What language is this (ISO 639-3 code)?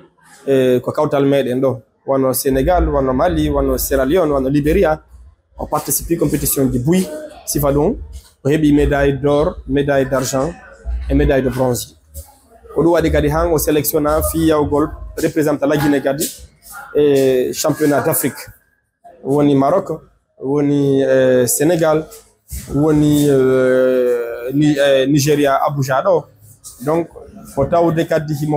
ful